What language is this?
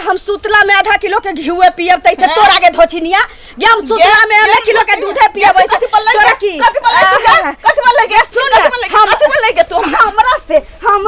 Maithili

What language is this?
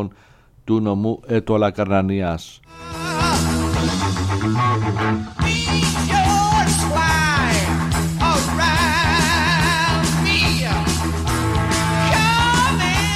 Greek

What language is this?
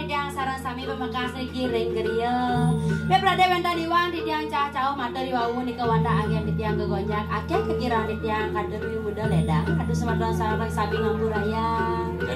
Balinese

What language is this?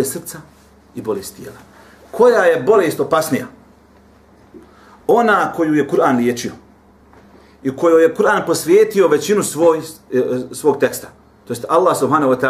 Bosnian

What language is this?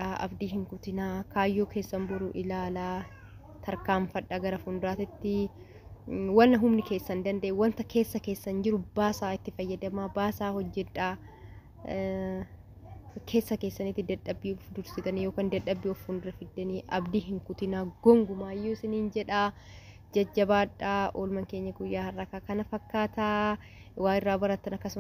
Oromo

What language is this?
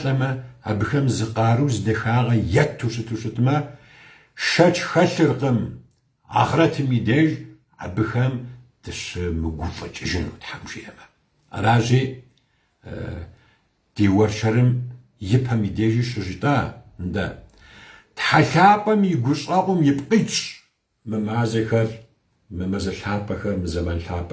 Kabardian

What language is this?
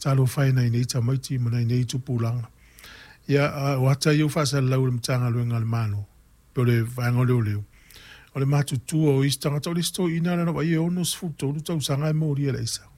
Samoan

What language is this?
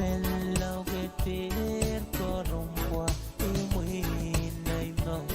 Pohnpeian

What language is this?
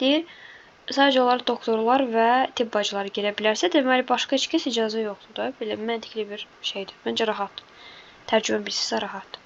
Azerbaijani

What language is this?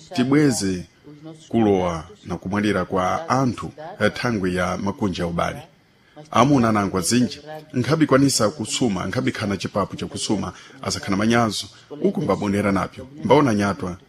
Sena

